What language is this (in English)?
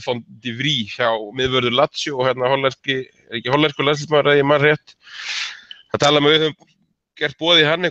Icelandic